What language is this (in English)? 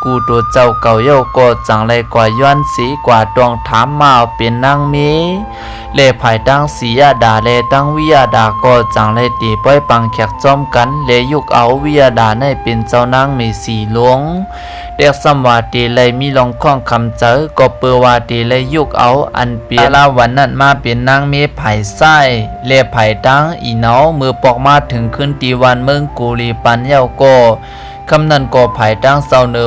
Shan